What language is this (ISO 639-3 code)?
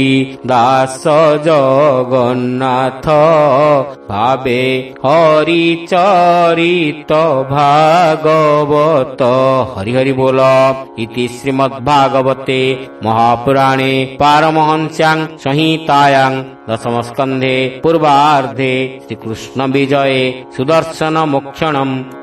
ori